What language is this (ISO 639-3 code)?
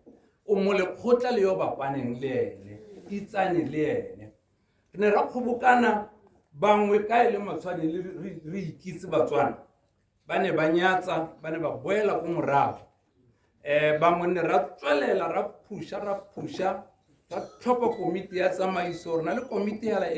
tsn